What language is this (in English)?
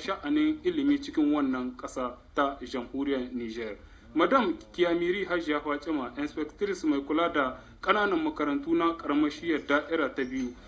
Hausa